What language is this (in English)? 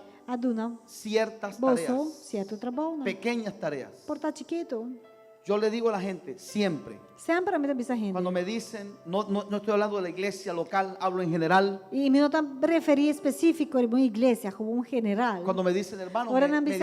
Papiamento